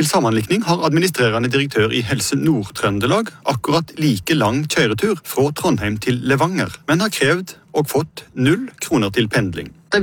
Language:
Norwegian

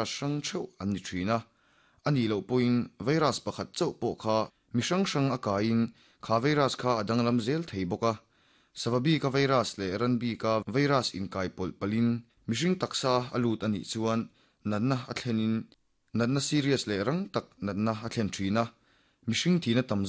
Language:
Mizo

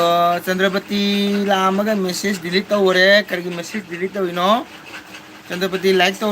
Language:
Manipuri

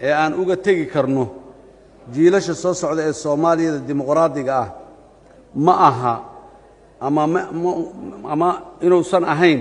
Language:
Somali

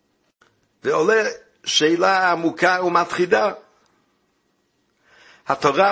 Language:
Hebrew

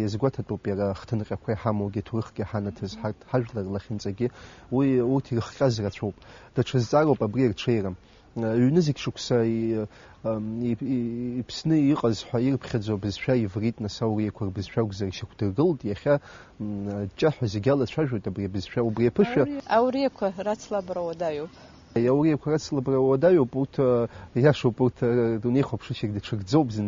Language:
Abkhazian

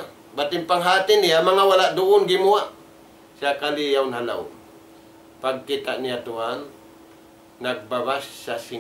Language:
Tausug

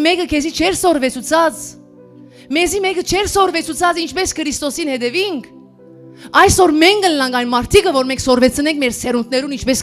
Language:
Western Armenian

